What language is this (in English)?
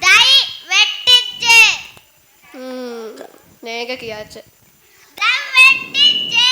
Divehi